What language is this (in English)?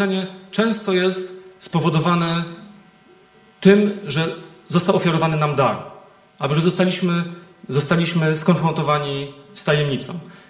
Polish